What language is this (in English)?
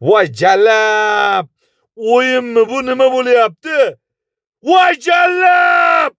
Uzbek